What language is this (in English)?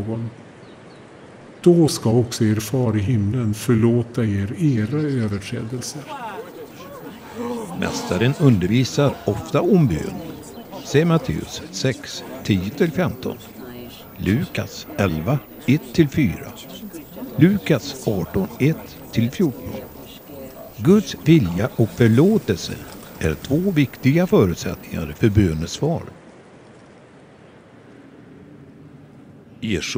Swedish